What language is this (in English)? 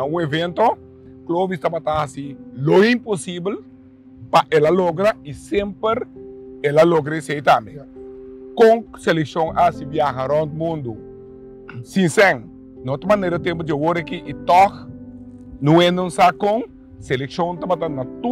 Papiamento